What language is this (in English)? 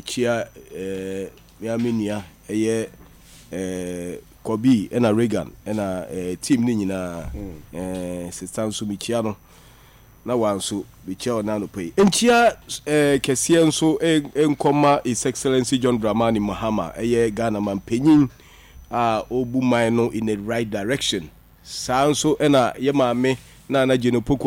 Akan